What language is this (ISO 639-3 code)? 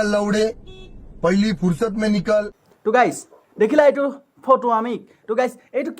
asm